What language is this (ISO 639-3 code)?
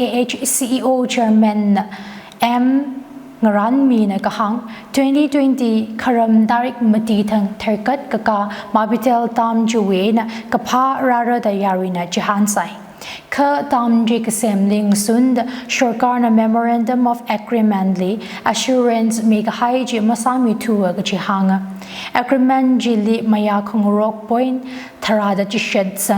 nmf